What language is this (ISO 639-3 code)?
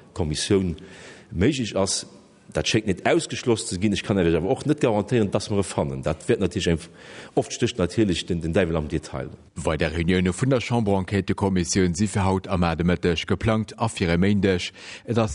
ltz